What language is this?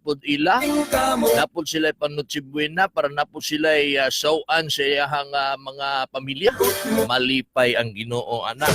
Cebuano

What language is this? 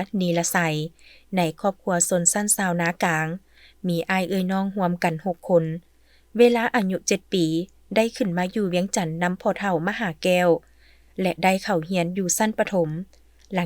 Lao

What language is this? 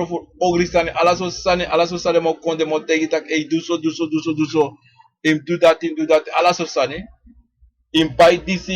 Sranan Tongo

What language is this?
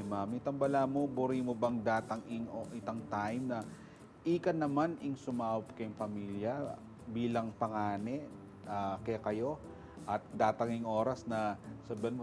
Pampanga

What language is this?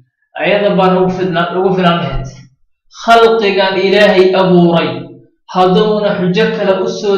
Somali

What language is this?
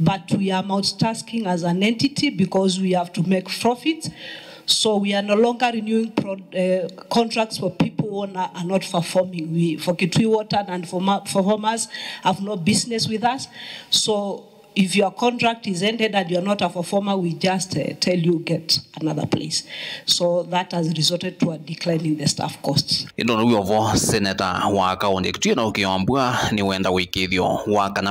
Kamba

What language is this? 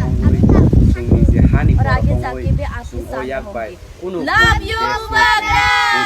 Kok Borok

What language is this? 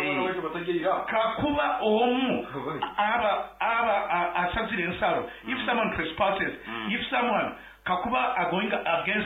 Nyankole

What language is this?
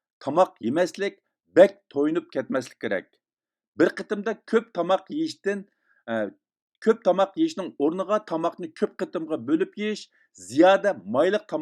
Uyghur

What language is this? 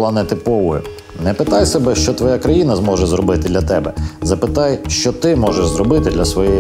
Ukrainian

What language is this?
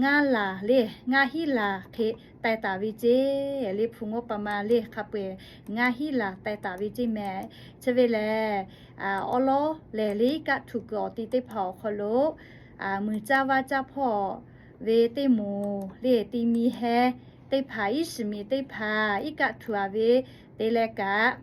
Lahu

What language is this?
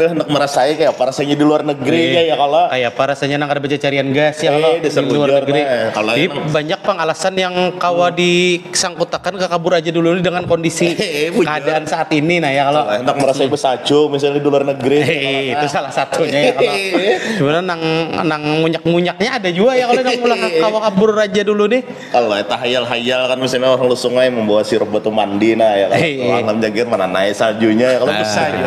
Banjar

